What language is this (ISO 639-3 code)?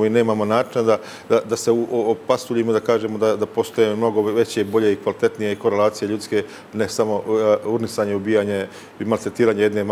bos